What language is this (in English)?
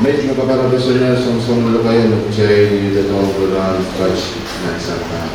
Pohnpeian